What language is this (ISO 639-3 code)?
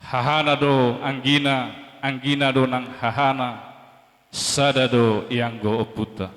bbc